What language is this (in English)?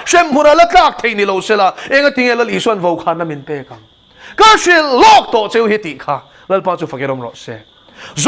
Mizo